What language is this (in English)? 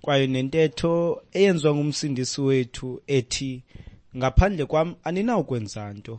Xhosa